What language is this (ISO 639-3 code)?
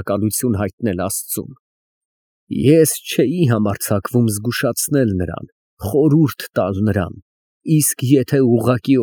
hye